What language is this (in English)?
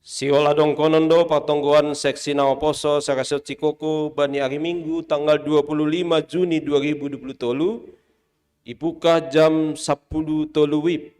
Batak Simalungun